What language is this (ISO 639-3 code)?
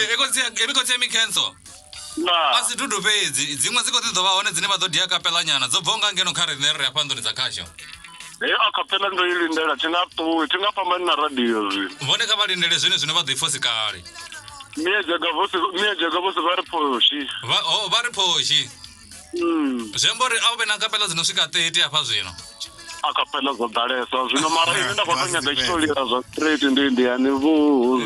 ven